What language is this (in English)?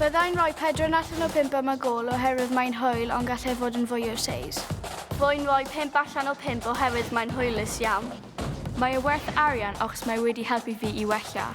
Welsh